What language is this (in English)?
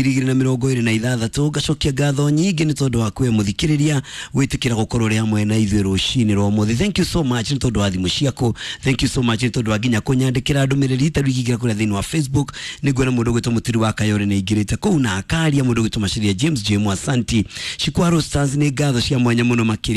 Kikuyu